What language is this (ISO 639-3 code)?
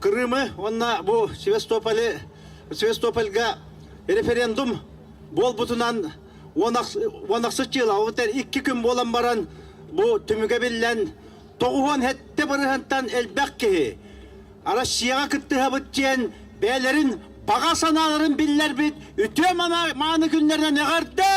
sah